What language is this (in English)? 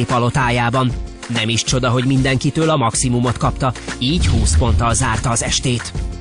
Hungarian